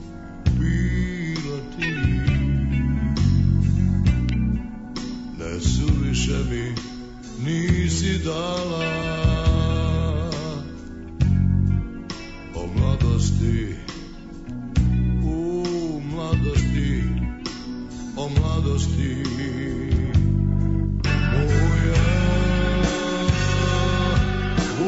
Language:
Serbian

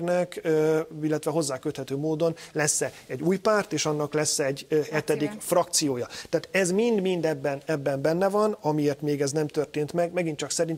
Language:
Hungarian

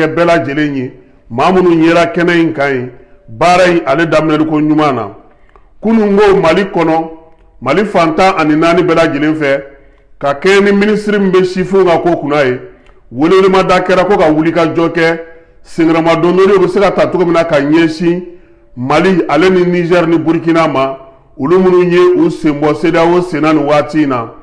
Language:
Bambara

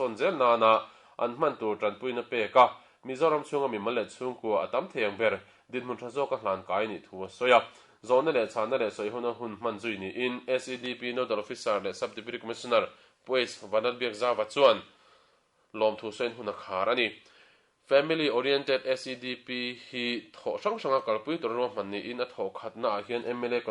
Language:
Mizo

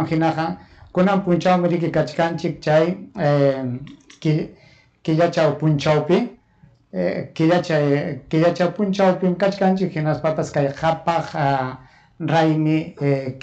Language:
Ayacucho Quechua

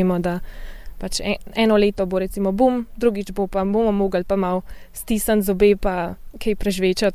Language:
Slovenian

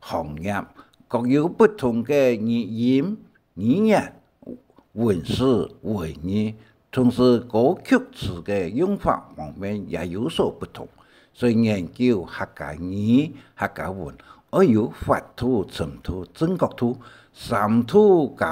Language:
Hakka Chinese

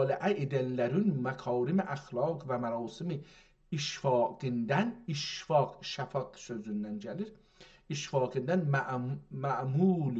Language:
South Azerbaijani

